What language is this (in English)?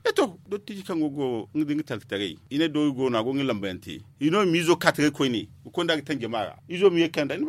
Zarma